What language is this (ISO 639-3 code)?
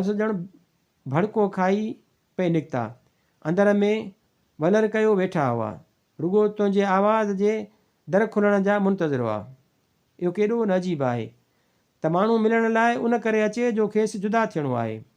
snd